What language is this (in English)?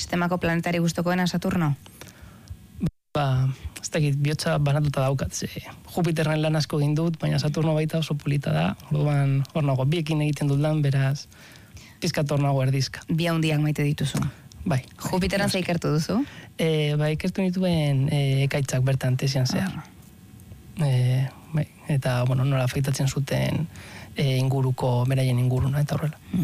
Basque